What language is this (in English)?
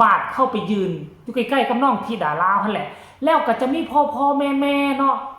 Northeastern Thai